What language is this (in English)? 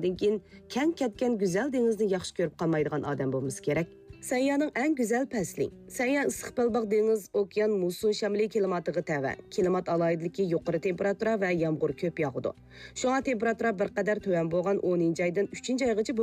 Uyghur